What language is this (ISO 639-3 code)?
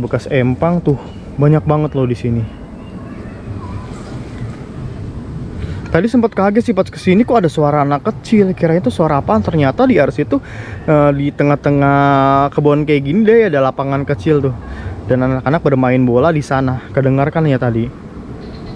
ind